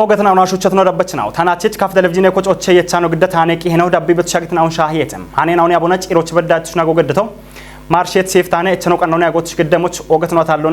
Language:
Kafa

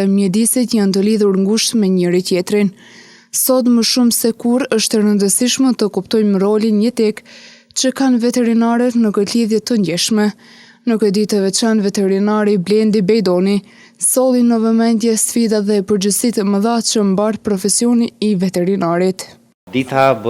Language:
Albanian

